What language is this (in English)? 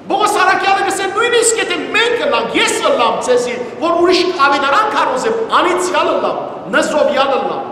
Western Armenian